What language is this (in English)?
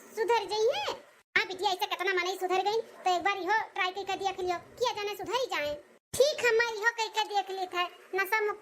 Awadhi